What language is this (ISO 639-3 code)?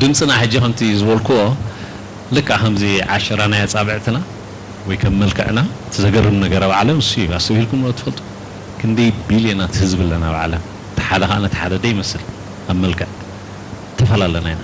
tir